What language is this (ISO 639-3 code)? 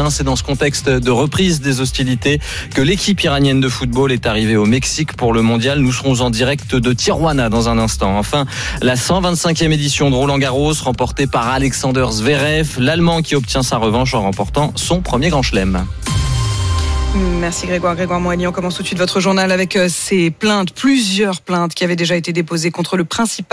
fra